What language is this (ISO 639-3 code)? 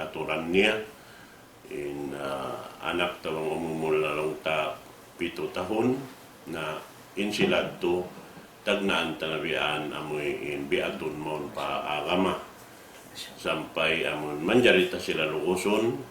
tsg